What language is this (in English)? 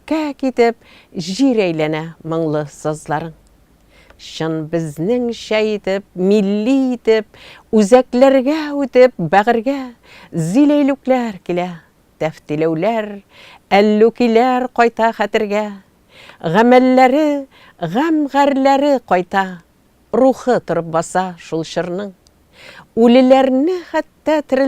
Tatar